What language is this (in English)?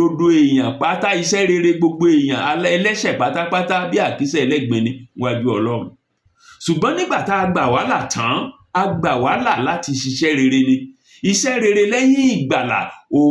Yoruba